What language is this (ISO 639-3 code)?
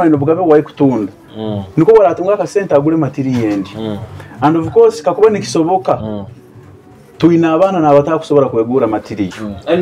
nyo